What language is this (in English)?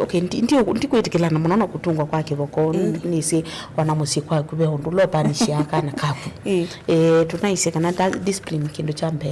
Kamba